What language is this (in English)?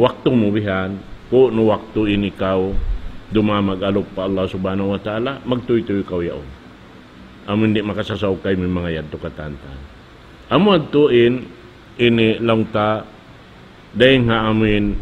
Tausug